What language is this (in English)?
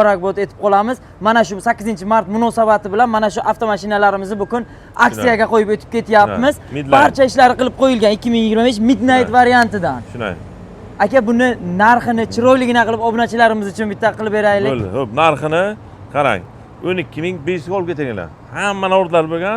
Uzbek